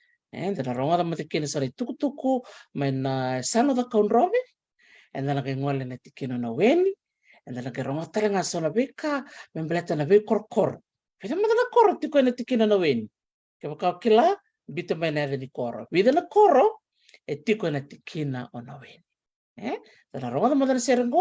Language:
Fijian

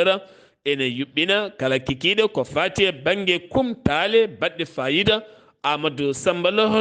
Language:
Fula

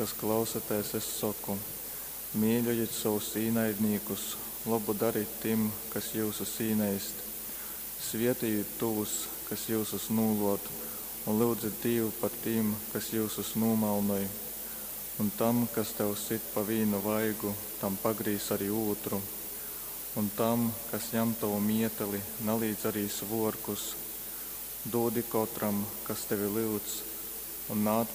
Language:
Latgalian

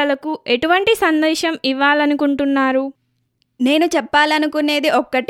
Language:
Telugu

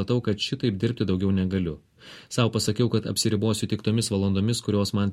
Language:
Lithuanian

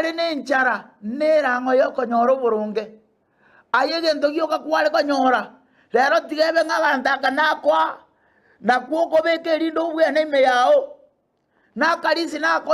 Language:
Gusii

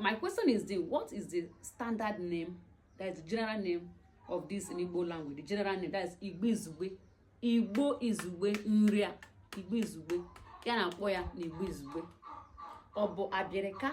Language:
Igbo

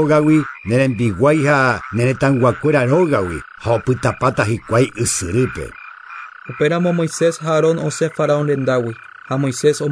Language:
Guarani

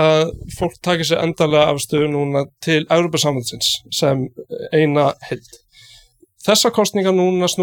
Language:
Icelandic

